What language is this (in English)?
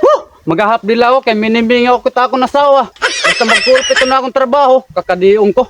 Waray